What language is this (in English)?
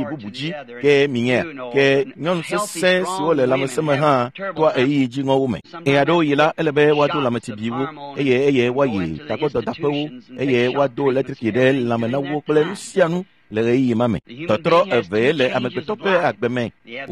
Ewe